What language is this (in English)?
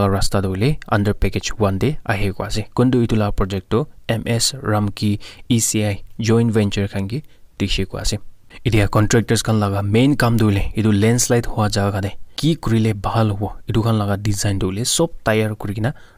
Naga Pidgin